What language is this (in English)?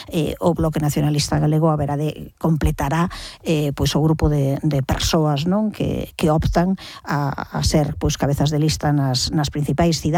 Galician